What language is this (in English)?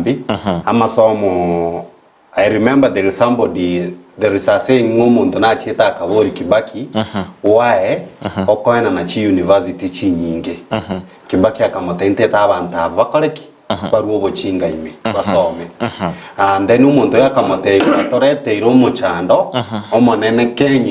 Gusii